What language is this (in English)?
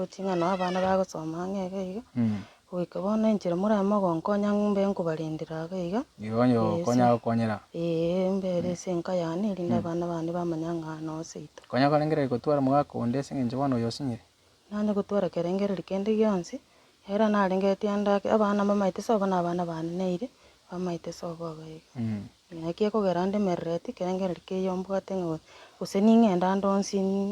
Gusii